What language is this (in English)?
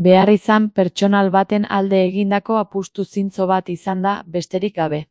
Basque